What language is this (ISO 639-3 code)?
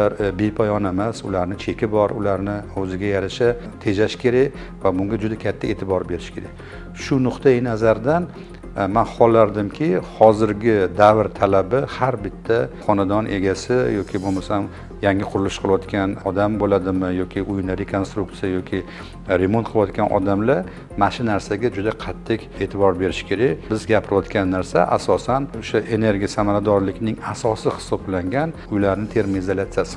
uzb